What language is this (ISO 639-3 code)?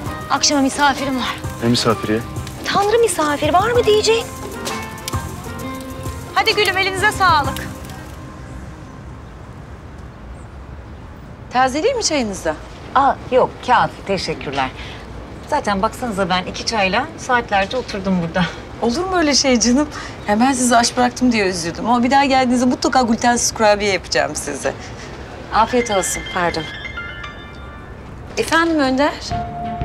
tur